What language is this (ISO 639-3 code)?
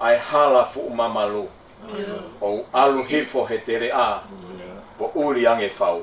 ton